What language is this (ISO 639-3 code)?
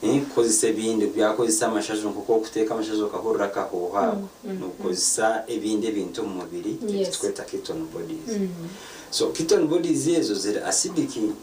nyn